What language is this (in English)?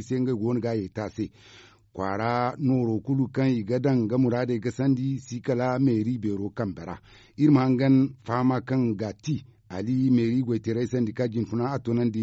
Zarma